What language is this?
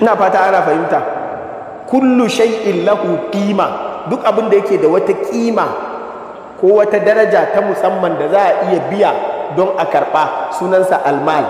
Hausa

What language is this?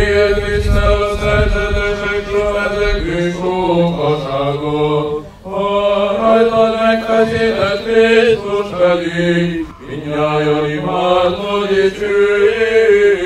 Hungarian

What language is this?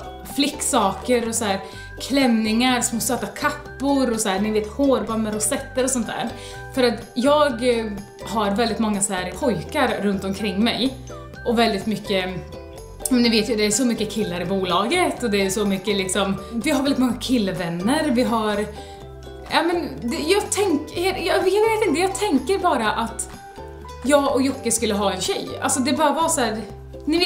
Swedish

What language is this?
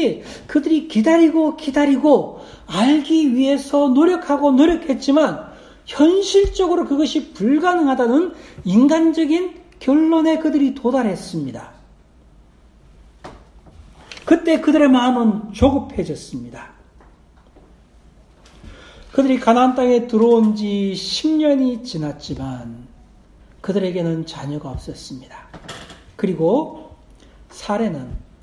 Korean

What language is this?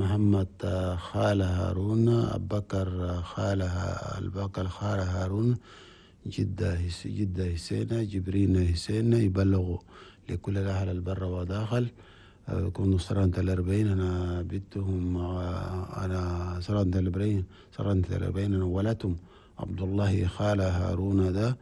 Chadian Arabic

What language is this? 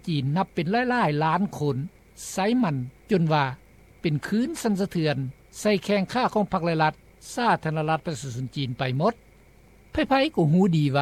Lao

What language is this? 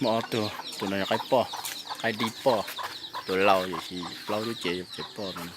Hmong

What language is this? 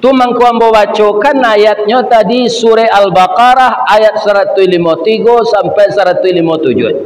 Minangkabau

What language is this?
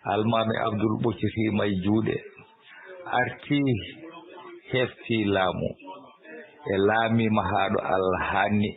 Fula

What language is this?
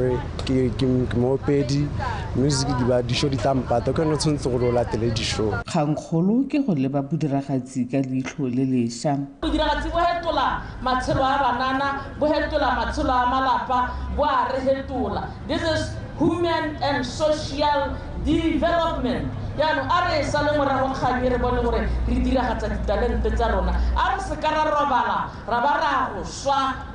Tswana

